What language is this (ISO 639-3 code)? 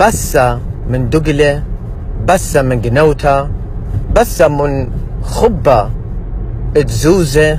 aii